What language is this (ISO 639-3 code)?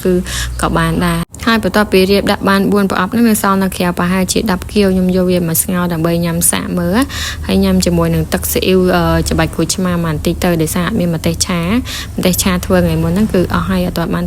khm